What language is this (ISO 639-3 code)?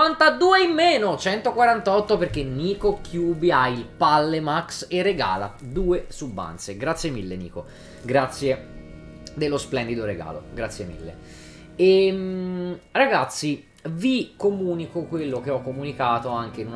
ita